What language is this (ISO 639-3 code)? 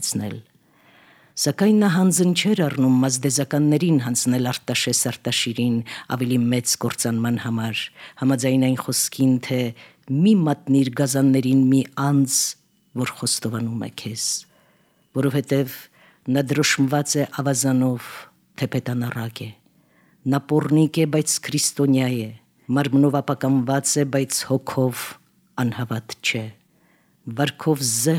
hye